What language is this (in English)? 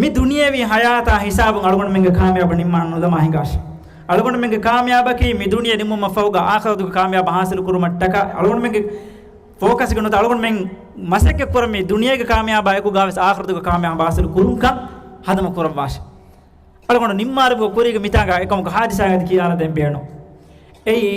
Divehi